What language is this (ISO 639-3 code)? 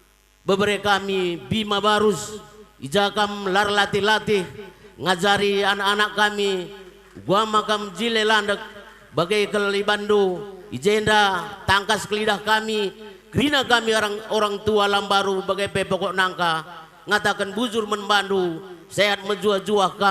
btx